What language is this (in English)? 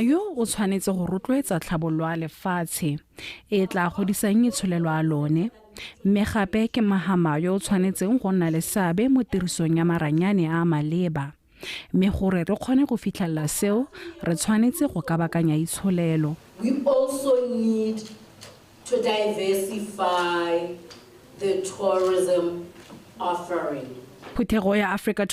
Tswana